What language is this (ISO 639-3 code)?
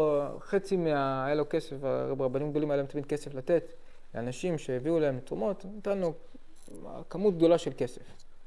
heb